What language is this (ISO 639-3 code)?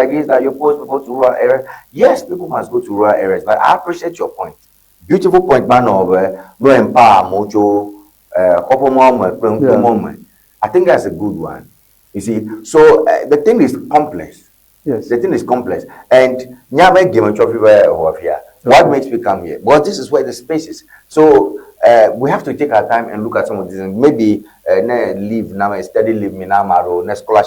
ewe